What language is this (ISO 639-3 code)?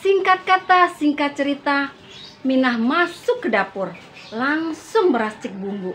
bew